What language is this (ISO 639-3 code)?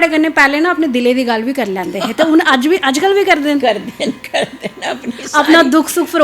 doi